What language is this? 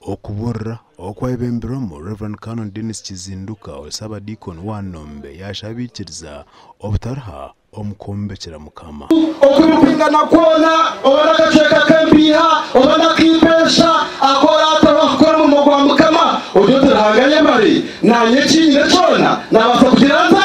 Nyankole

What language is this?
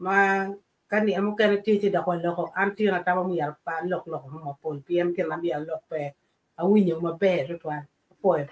Acoli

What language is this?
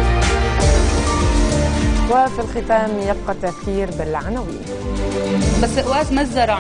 Arabic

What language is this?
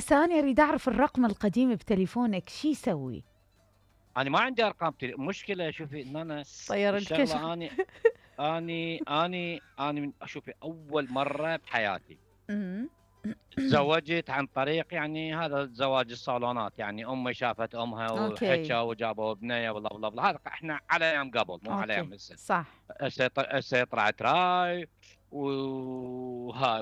Mesopotamian Arabic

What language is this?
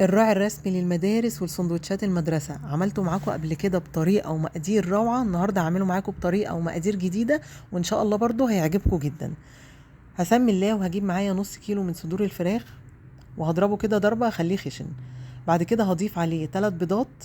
Egyptian Arabic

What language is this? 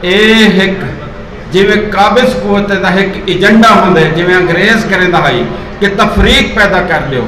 Saraiki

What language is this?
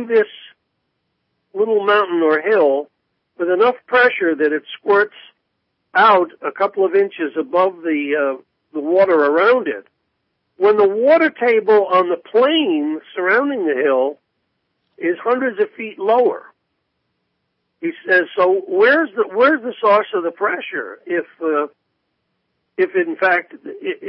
English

